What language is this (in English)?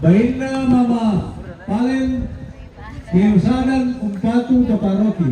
Toraja-Sa'dan